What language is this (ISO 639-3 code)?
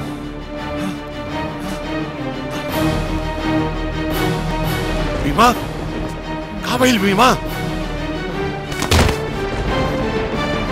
bho